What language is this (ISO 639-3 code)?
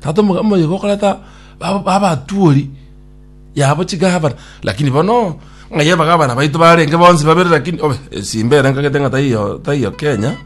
guz